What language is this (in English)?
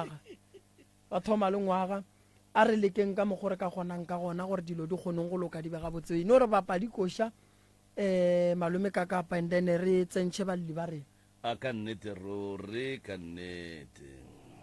Northern Sotho